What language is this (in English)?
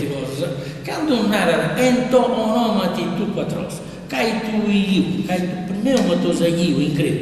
Sardinian